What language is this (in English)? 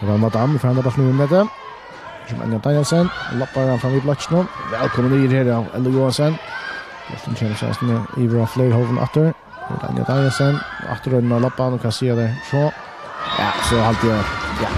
Faroese